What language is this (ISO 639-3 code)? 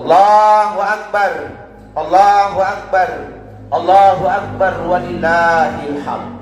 mak